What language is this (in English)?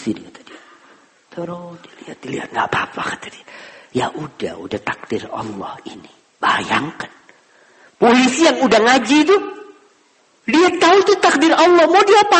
Indonesian